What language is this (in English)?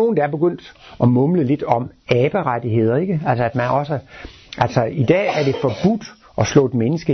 Danish